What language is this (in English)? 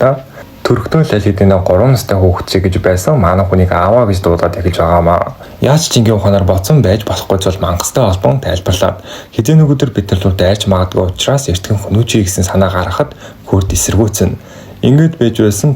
Mongolian